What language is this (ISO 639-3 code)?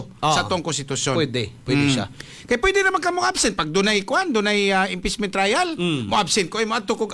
ceb